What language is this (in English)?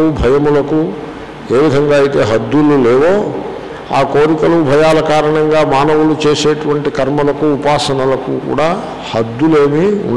Telugu